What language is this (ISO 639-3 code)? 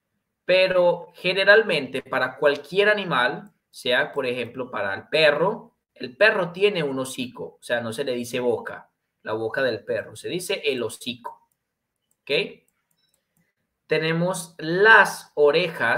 spa